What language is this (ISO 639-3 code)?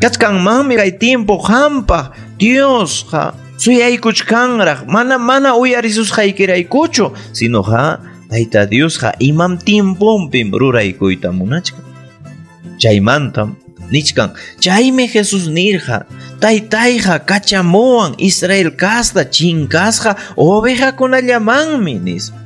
quy